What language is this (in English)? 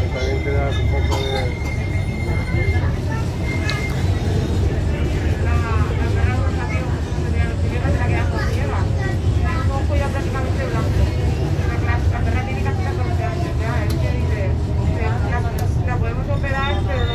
Spanish